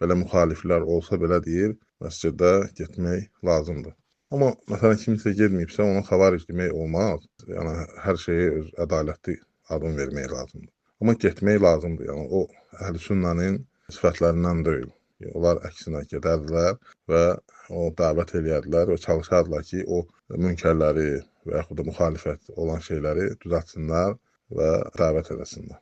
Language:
Azerbaijani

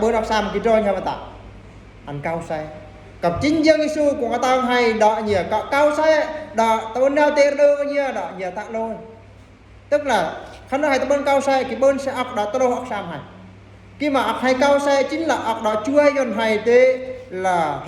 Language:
Eastern Bru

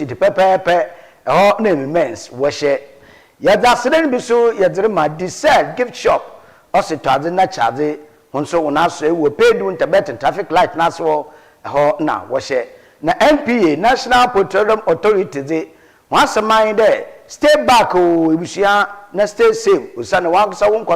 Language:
Akan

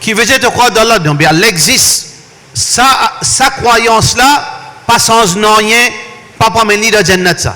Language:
Morisyen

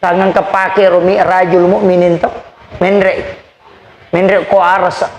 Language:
Buginese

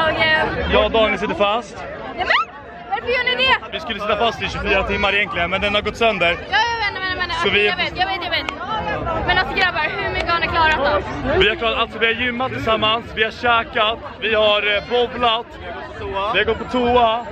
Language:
Swedish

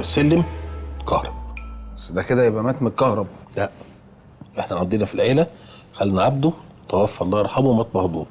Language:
Egyptian Arabic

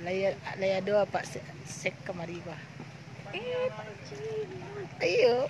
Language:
Minangkabau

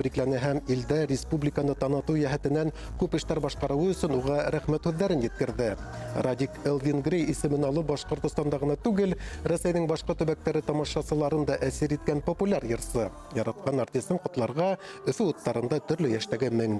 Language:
Bashkir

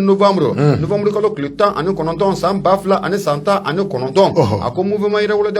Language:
Bambara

